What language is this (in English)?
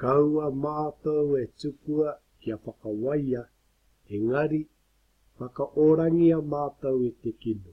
Māori